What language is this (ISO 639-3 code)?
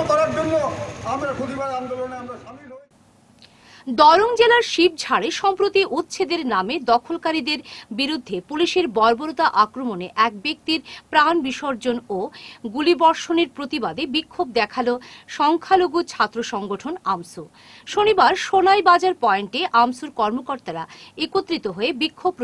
ben